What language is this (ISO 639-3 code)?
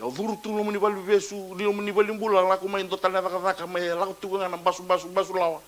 fij